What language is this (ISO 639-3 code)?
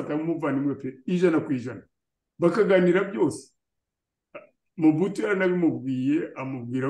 kin